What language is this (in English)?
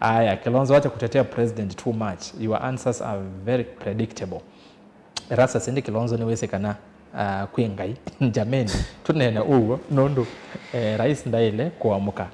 Kamba